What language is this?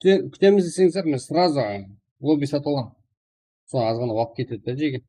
Kara-Kalpak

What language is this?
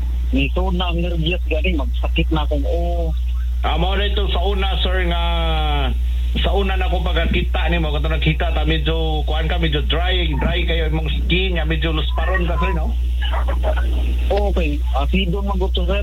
Cebuano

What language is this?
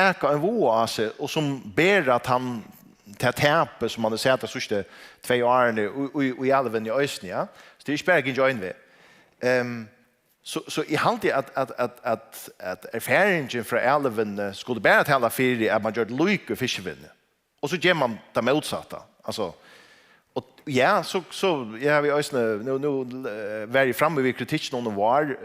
Faroese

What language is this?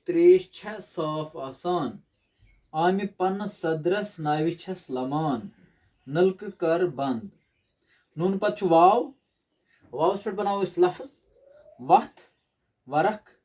Kashmiri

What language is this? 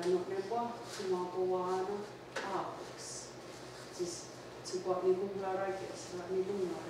Mohawk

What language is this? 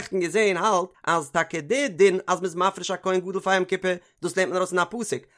Yiddish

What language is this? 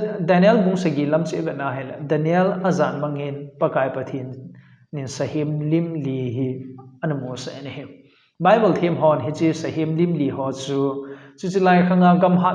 Thado Chin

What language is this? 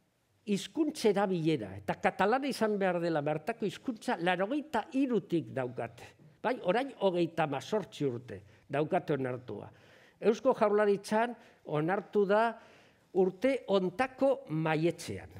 Basque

